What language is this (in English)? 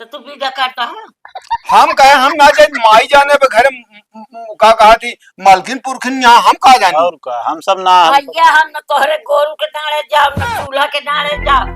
Awadhi